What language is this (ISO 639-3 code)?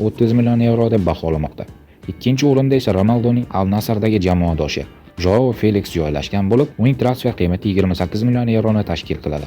uzb